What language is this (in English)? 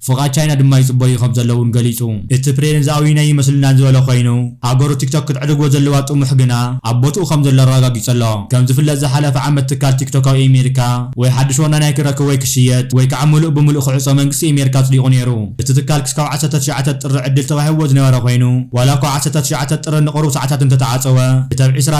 Tigrinya